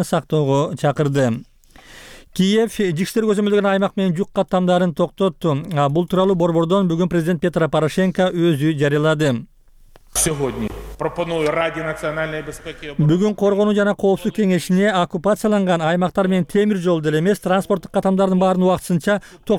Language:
Kyrgyz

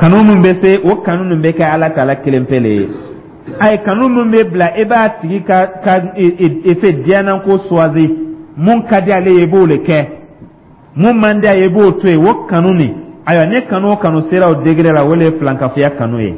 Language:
Dyula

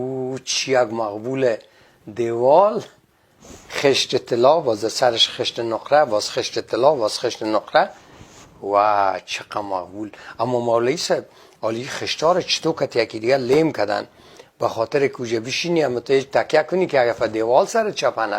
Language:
Persian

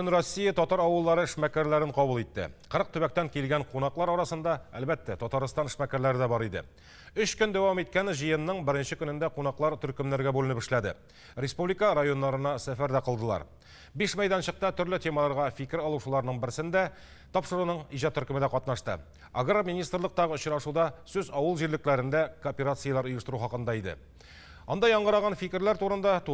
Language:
Tatar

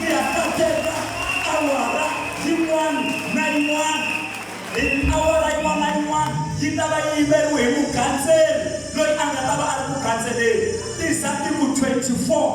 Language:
Tsonga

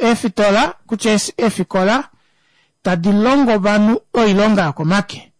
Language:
Kuanyama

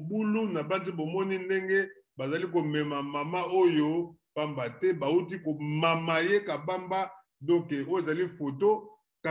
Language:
Lingala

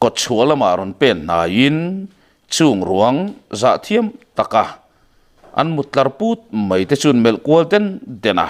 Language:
Mizo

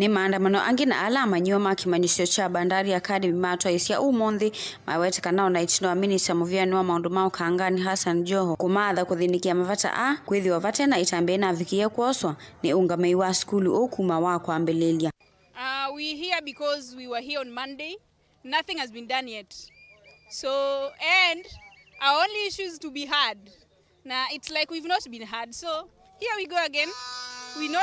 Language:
Kamba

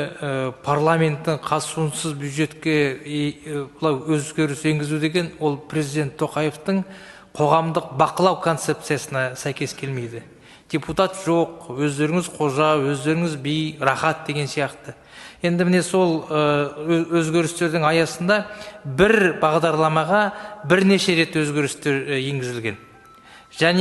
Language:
Kazakh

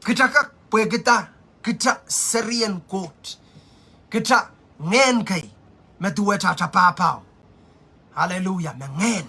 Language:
Pohnpeian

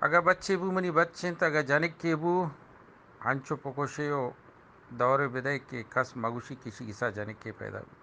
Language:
Eastern Balochi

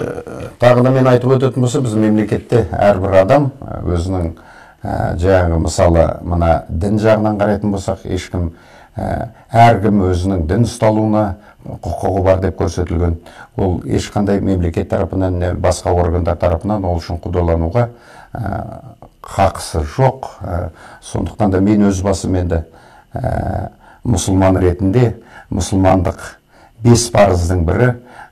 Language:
Kazakh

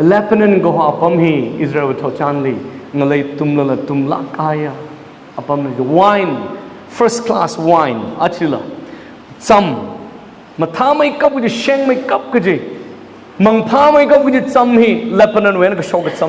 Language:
Tangkhul Naga (India)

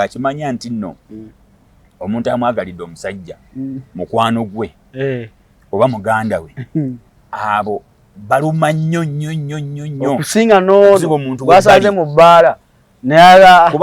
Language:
Ganda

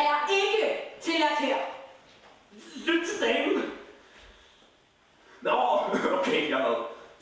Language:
Danish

